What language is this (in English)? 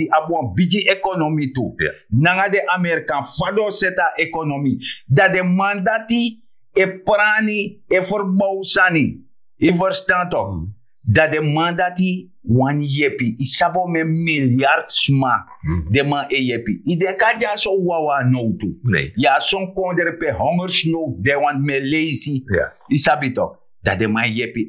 Sranan Tongo